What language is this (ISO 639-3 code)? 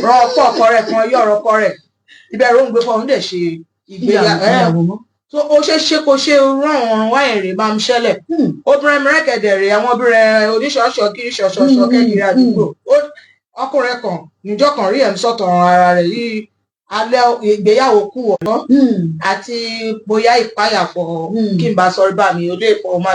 yor